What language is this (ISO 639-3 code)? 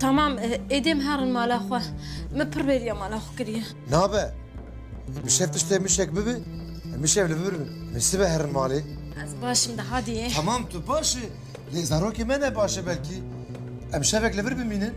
kur